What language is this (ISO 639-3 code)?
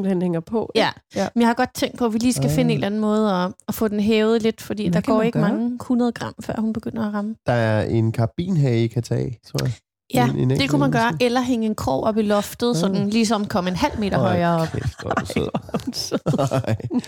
dan